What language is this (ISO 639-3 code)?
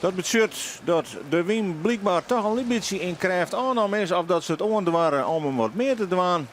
fry